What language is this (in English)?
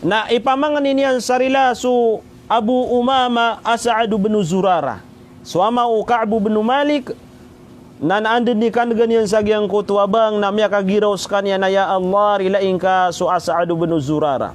Maranao